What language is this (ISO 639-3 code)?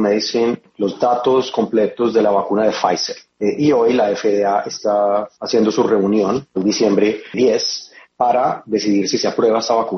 spa